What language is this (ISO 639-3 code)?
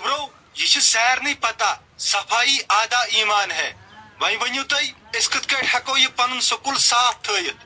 kas